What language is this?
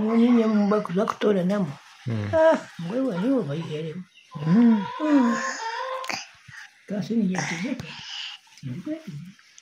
Kinyarwanda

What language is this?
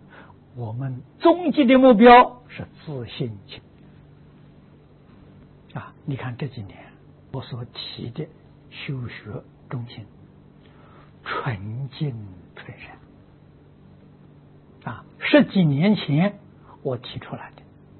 Chinese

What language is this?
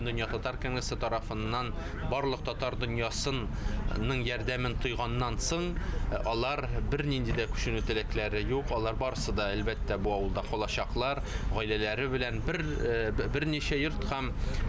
Tatar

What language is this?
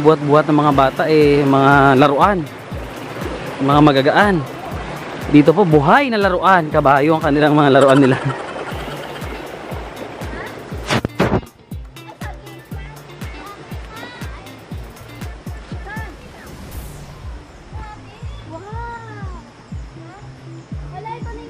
Filipino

